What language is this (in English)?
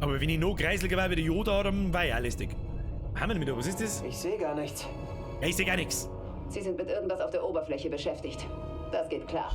Bavarian